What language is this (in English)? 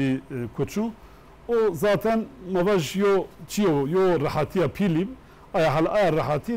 Zaza